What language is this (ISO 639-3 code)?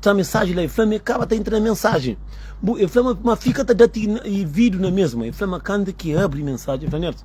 kea